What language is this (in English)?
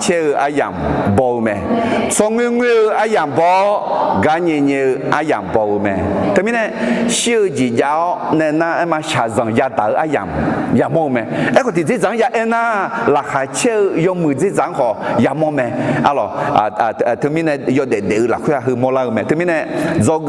Akha